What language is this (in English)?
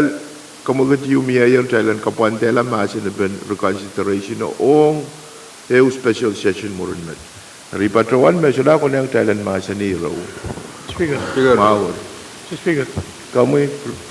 Pohnpeian